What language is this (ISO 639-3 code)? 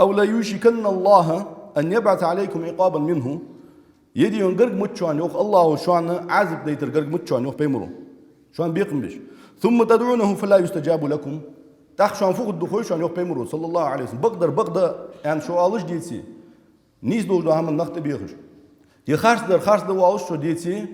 inh